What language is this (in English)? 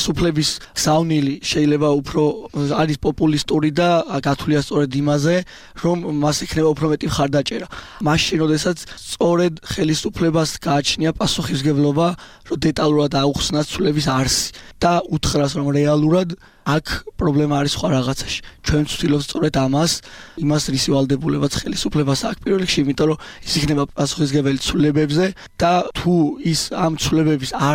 Georgian